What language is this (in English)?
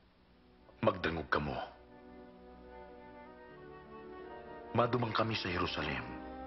Bikol